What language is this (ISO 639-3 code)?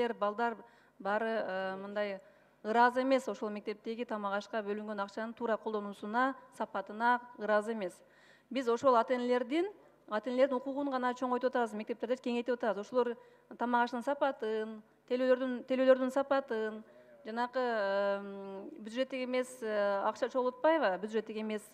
kir